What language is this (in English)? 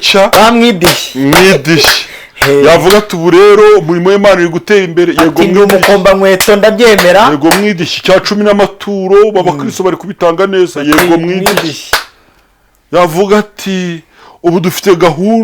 Kinyarwanda